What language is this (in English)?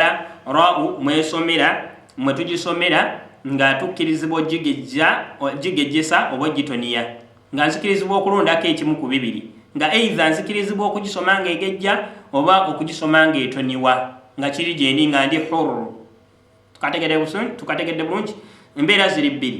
Ganda